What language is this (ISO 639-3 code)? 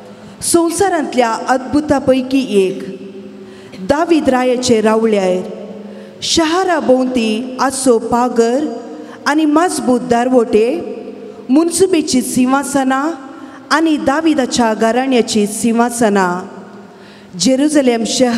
kok